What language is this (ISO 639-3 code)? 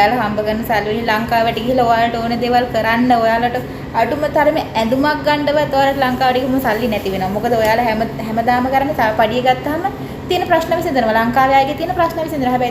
sin